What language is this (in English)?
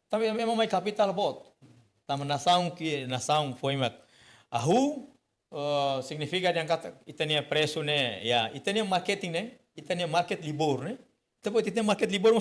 Tetum